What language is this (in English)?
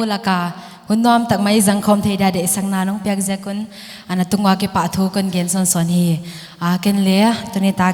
Paite Chin